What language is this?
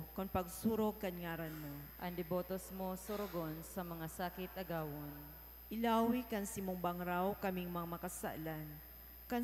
Bikol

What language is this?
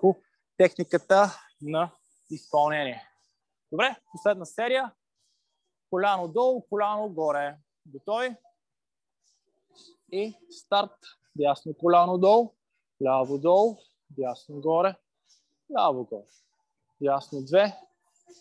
Bulgarian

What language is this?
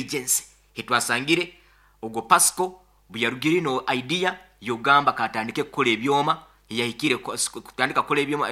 Nyoro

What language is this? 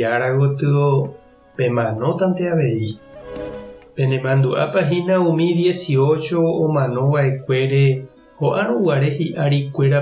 Guarani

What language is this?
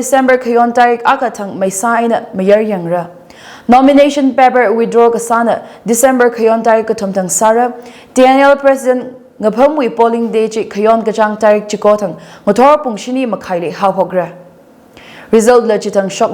Tangkhul Naga (India)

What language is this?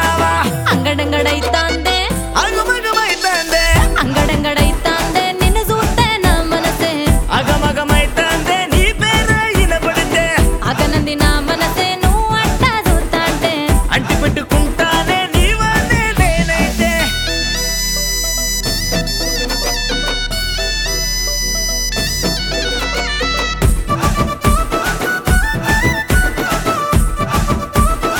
Telugu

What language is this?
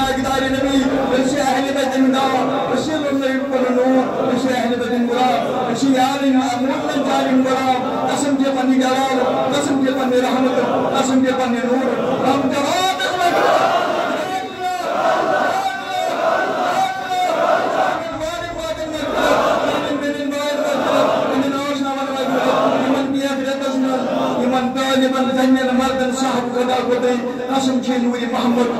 Kashmiri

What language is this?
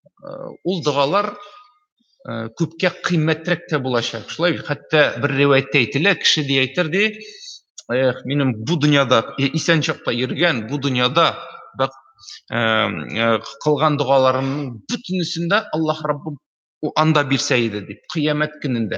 Tatar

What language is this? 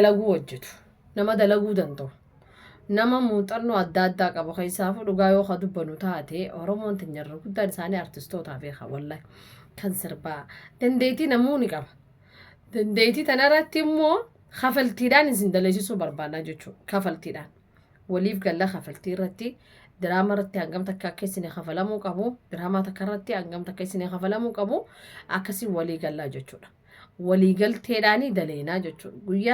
Oromo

